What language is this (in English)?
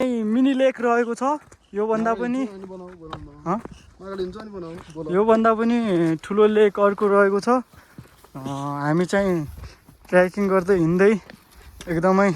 Nepali